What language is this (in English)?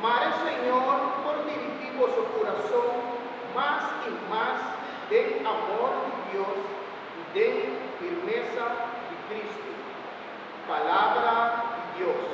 Papiamento